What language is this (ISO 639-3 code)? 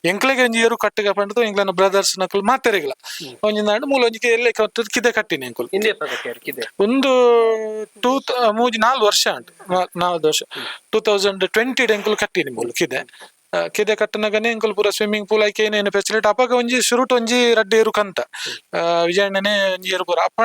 tcy